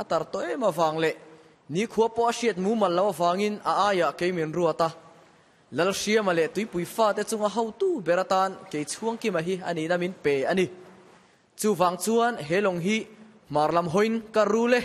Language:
Mizo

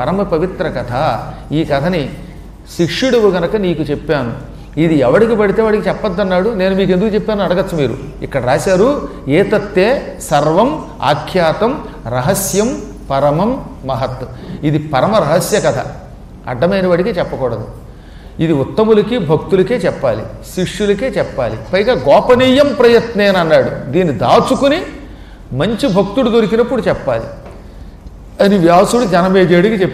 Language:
Telugu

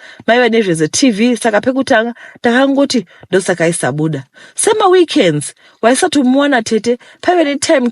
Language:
Shona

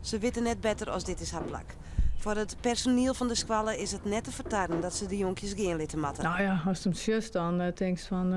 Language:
Western Frisian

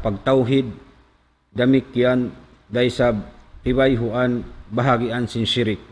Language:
Tausug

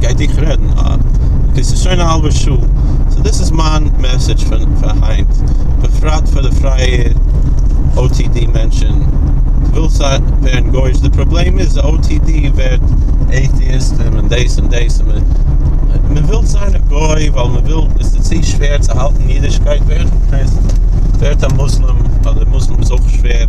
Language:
Yiddish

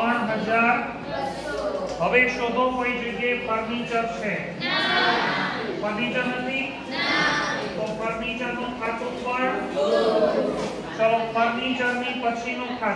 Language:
Gujarati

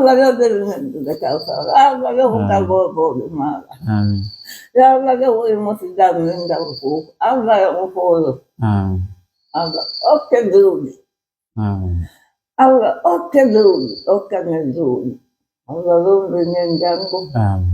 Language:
Pular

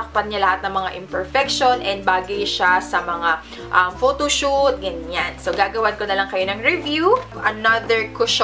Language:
Filipino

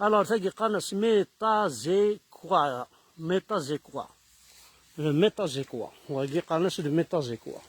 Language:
Kabyle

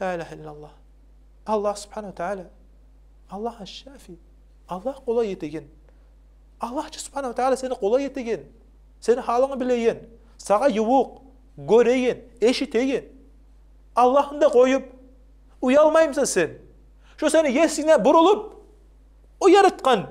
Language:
Kumyk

